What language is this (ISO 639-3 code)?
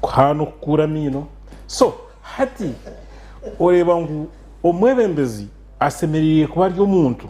nyn